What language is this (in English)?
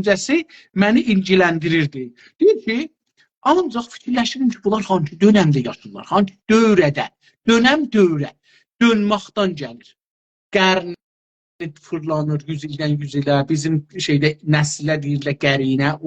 South Azerbaijani